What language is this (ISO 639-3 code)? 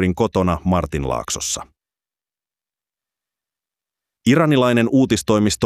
fin